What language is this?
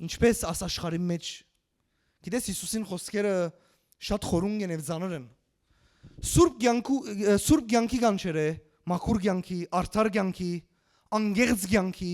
Western Armenian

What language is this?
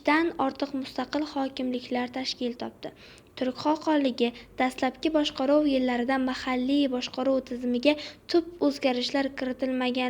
Uzbek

